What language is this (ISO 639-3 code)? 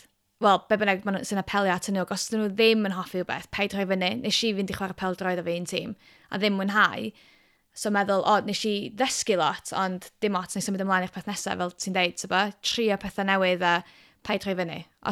cym